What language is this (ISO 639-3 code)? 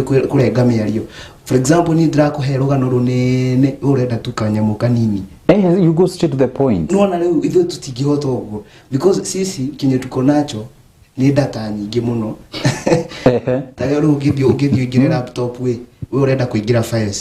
kik